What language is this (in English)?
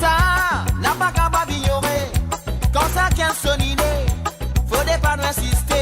Morisyen